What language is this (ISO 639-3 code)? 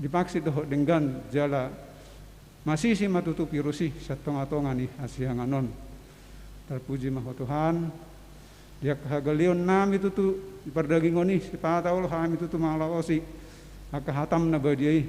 bbc